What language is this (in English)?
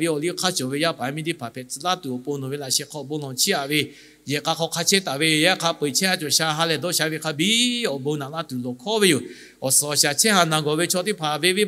Lahu